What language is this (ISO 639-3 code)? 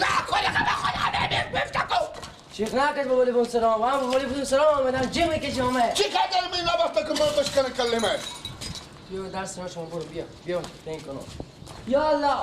fas